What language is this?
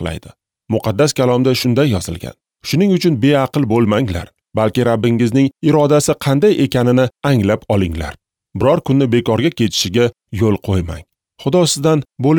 Uzbek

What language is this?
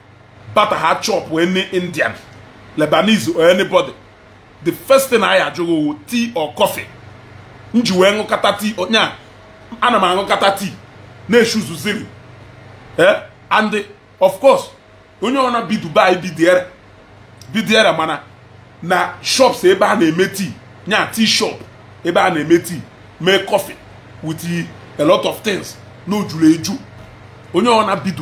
Igbo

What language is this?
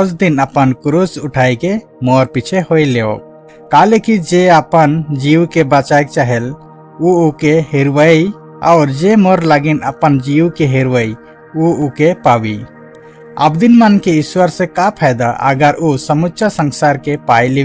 Sadri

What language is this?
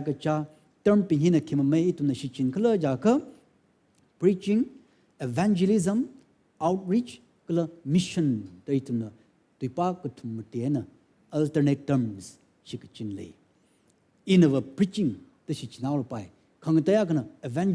Tangkhul Naga (India)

